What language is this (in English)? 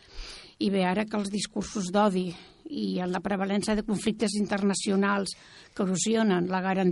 Catalan